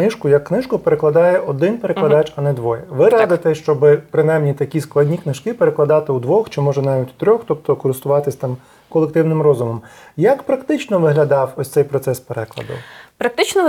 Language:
Ukrainian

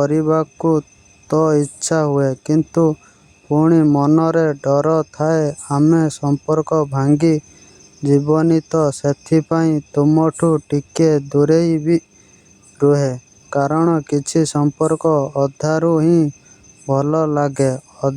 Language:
Odia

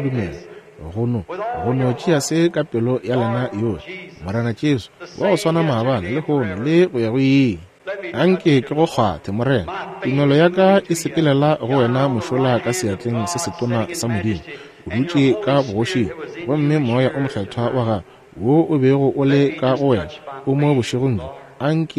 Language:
Northern Sotho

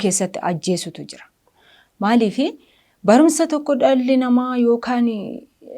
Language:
Oromo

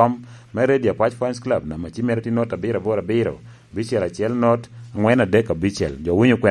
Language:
Lango (Uganda)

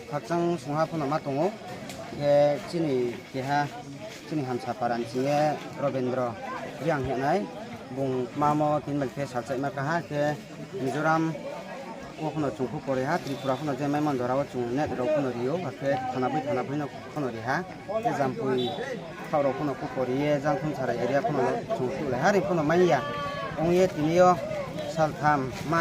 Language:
Riang (India)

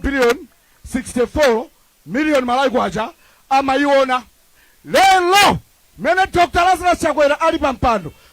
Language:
Nyanja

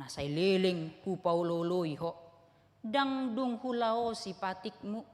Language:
Batak Toba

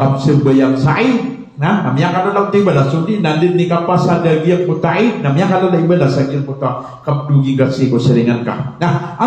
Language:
Maranao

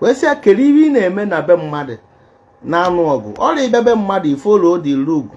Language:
Igbo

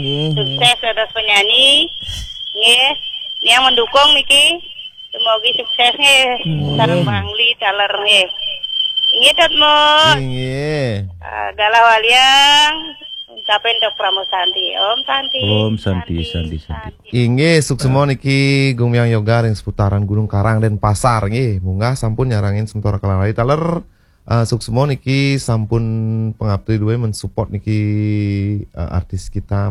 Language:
Balinese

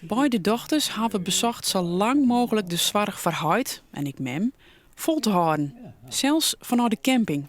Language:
Western Frisian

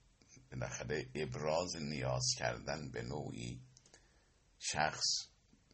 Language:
Persian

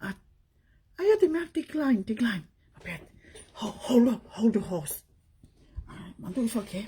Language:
Tongan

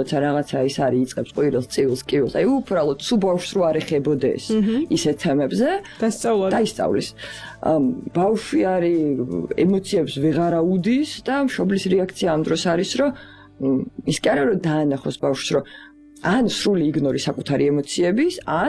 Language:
Georgian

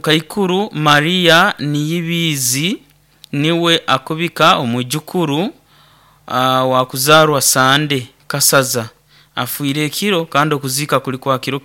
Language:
Nyoro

